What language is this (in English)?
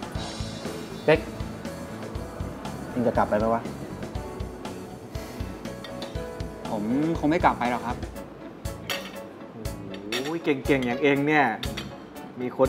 Thai